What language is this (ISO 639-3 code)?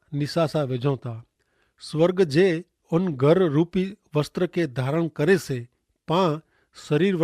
kfr